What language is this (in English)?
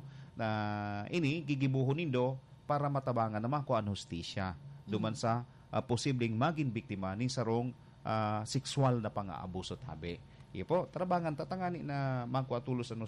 Bikol